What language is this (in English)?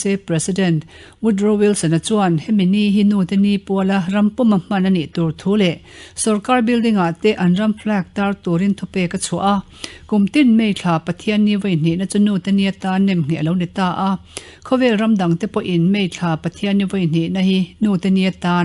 Mizo